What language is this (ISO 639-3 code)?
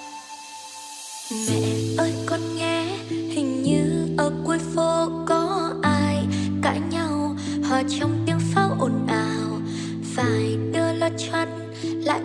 vie